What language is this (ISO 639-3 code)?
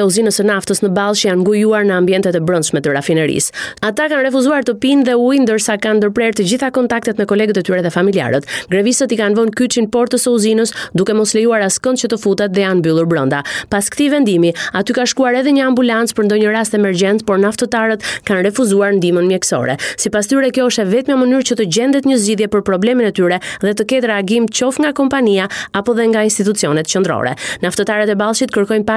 sqi